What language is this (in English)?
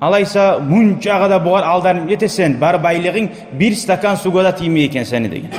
Kumyk